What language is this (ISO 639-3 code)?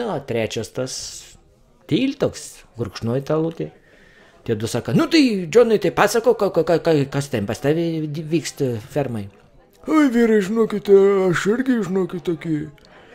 lit